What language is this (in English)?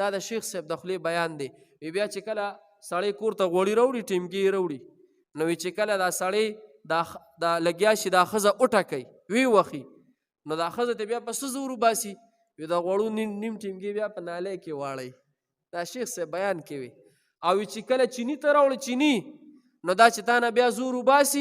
Pashto